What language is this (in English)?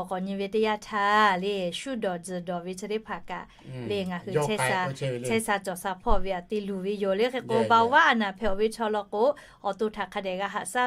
Lahu